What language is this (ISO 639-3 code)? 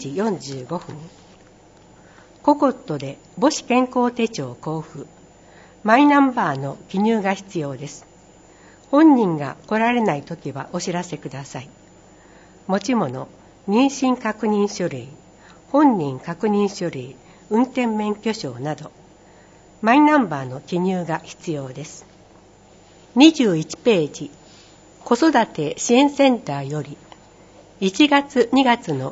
jpn